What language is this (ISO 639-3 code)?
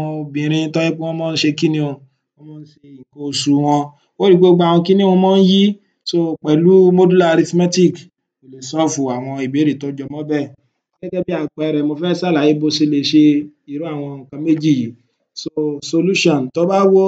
yor